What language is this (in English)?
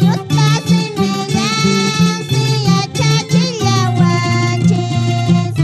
Quechua